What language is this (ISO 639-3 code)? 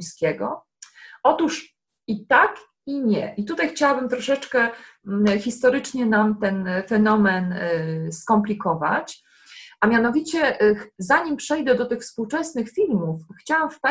pol